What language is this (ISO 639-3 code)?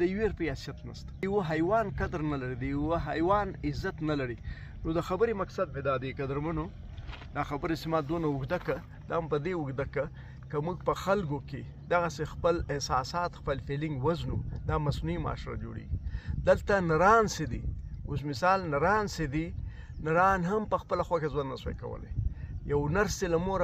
pus